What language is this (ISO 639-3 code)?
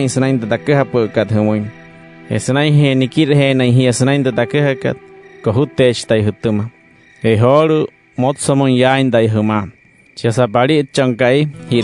guc